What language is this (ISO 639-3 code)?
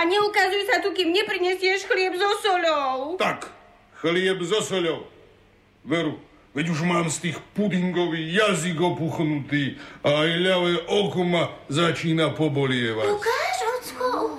slk